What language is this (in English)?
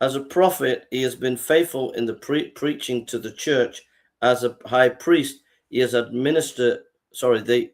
English